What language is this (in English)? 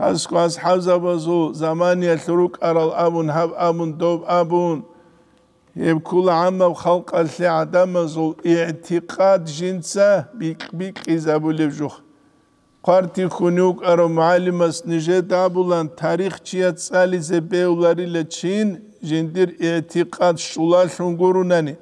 Avaric